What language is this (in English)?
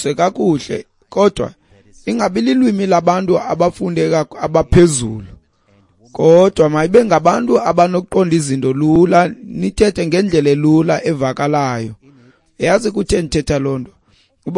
Xhosa